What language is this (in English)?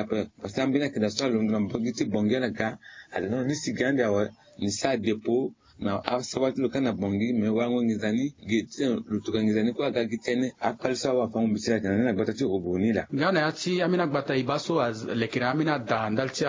Sango